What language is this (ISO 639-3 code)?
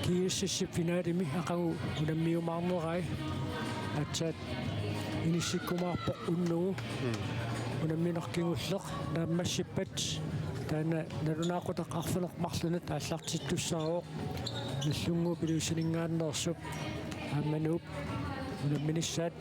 kal